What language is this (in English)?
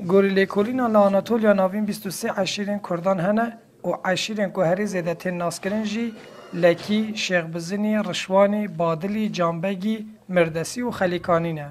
Kurdish